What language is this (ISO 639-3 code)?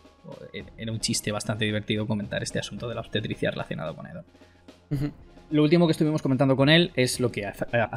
spa